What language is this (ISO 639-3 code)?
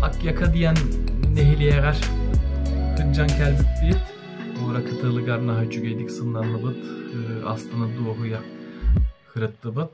sah